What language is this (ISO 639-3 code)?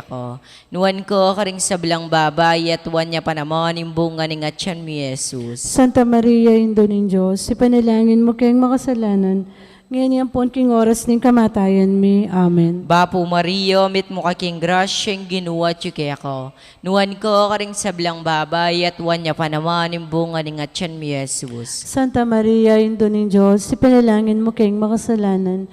pam